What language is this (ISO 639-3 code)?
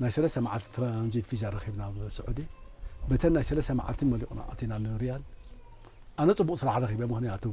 tir